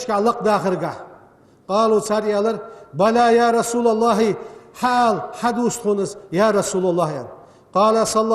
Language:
Ingush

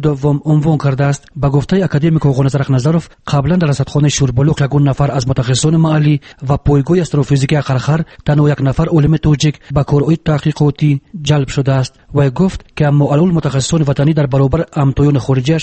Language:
Tajik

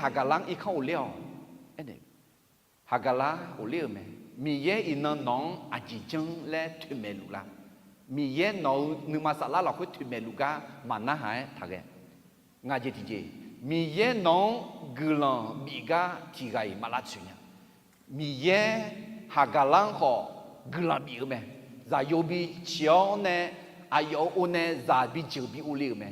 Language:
Akha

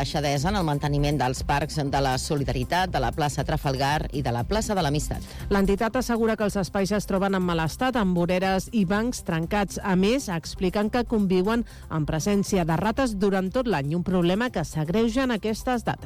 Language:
Catalan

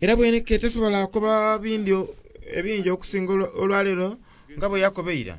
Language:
Soga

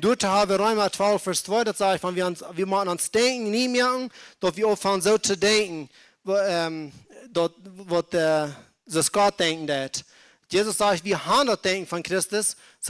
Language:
Plautdietsch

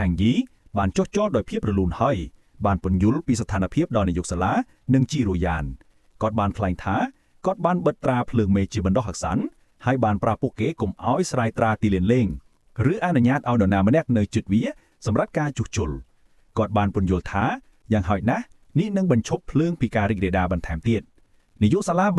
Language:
Khmer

